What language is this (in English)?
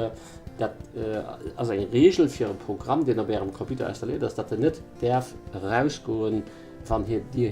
Luxembourgish